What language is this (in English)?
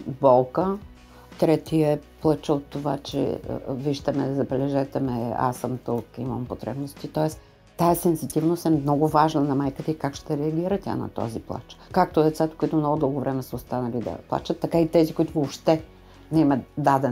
Bulgarian